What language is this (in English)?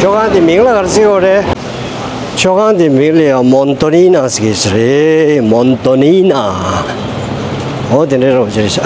Tibetan